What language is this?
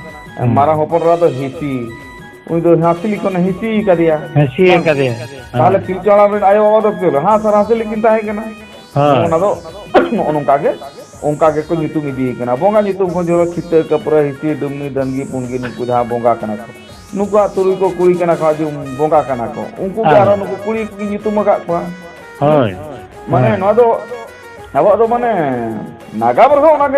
Santali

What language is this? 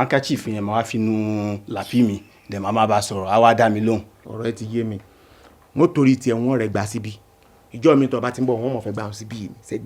Yoruba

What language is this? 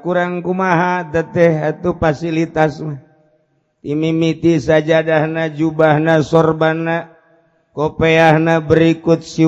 Sundanese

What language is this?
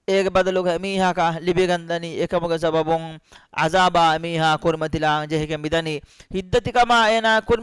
Divehi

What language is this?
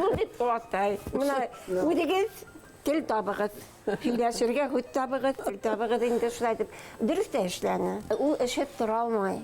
Bashkir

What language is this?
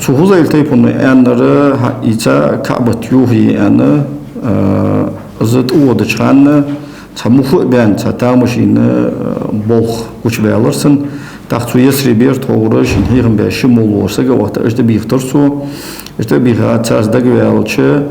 Ingush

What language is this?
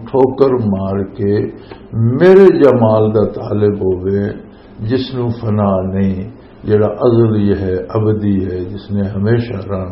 Western Panjabi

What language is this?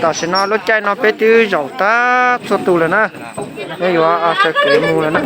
Hmong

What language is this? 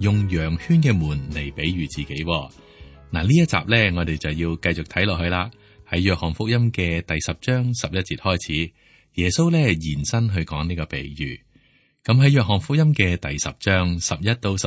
Cantonese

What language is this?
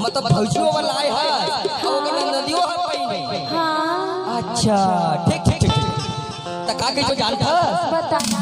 Chhattisgarhi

